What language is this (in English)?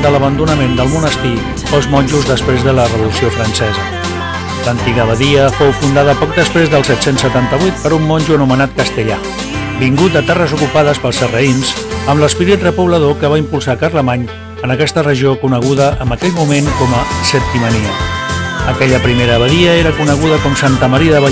Catalan